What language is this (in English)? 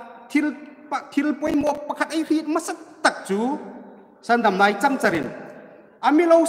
Hmar